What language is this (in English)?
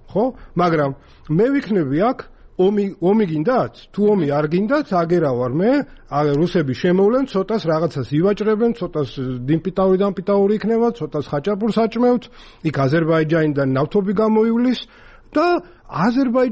Georgian